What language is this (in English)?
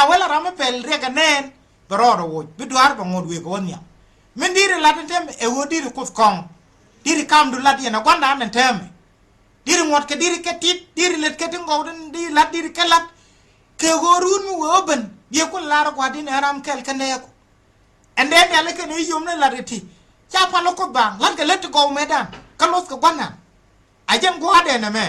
Nuer